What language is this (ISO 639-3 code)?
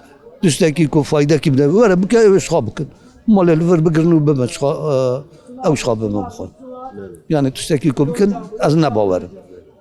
kur